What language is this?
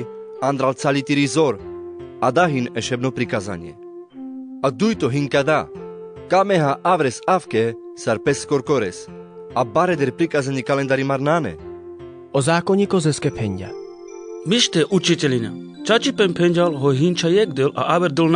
Carpathian Romani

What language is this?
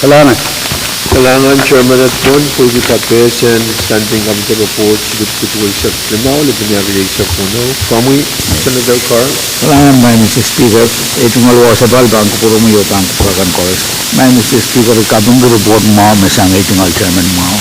Pohnpeian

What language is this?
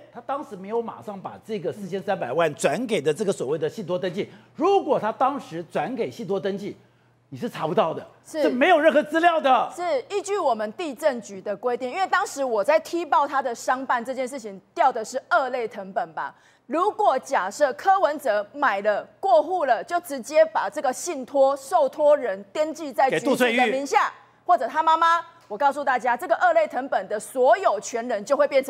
Chinese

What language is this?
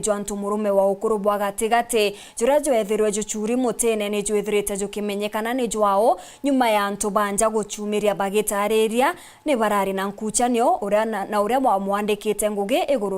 Meru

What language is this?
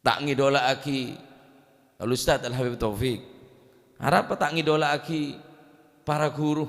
Madurese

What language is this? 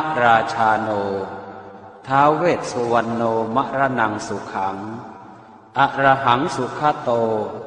Pali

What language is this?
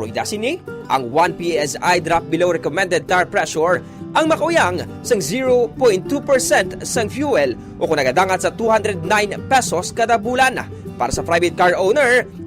Hiligaynon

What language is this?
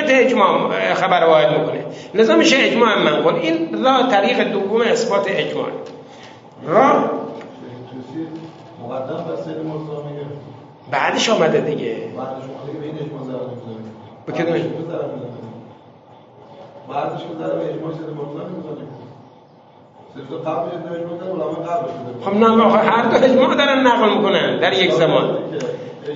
Persian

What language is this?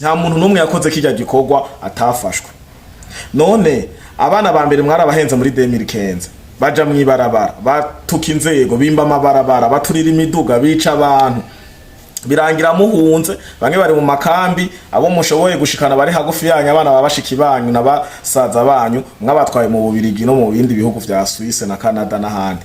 Rundi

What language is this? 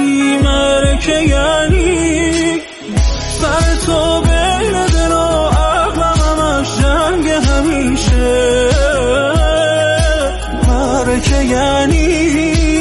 Persian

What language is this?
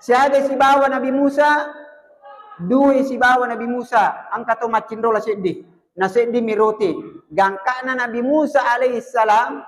Buginese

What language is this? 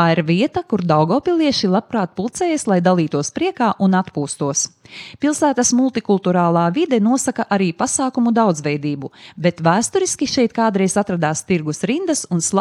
Latvian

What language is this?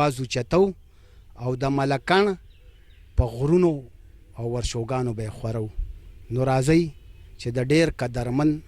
Pashto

